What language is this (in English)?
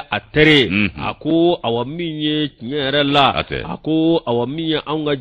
Bambara